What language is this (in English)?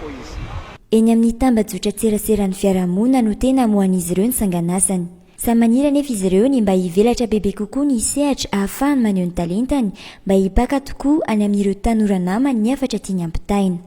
Malagasy